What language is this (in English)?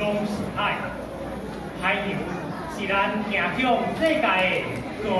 Min Nan Chinese